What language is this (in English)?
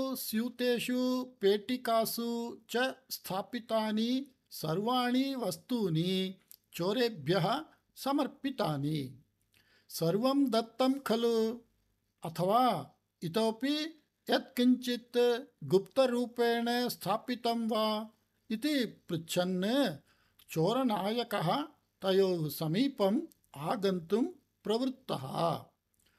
Sanskrit